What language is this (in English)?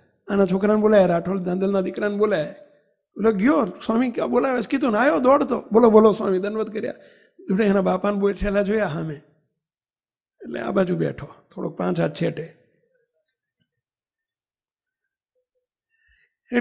Gujarati